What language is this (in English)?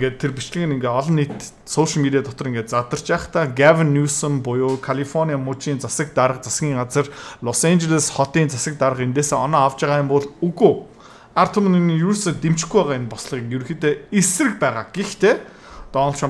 Mongolian